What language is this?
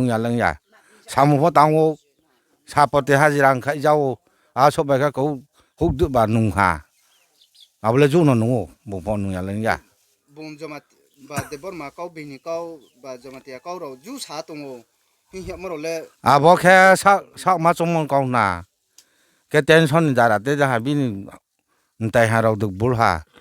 Riang (India)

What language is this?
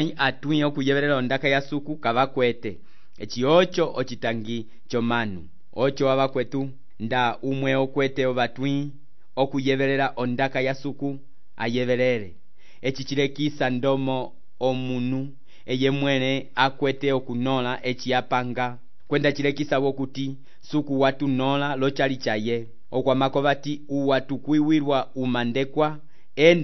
Umbundu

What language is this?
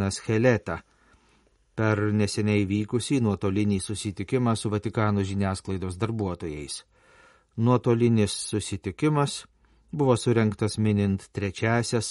Lithuanian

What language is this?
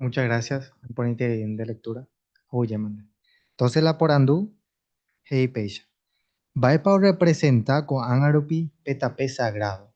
Guarani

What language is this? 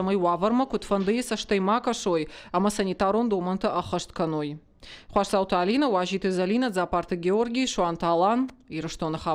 Ossetic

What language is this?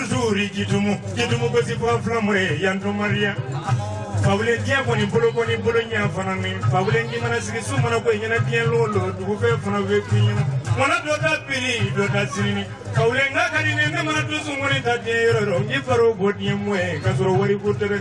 Bambara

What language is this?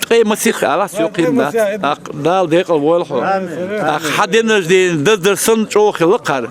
Chechen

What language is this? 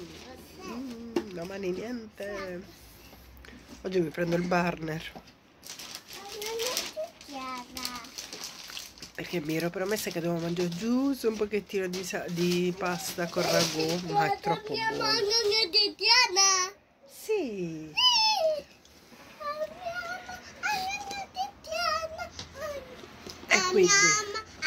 Italian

